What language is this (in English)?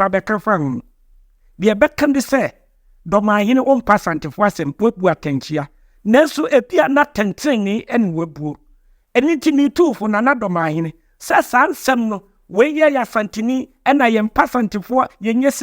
Akan